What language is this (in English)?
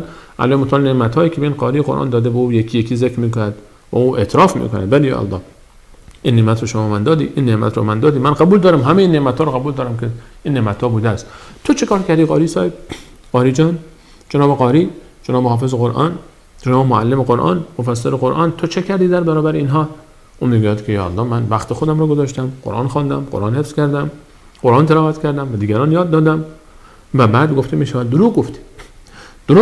Persian